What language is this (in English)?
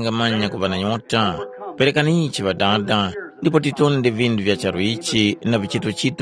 Tumbuka